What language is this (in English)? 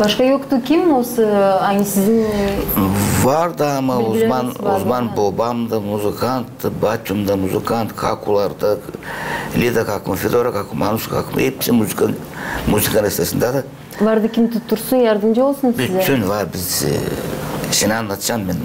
Gagauz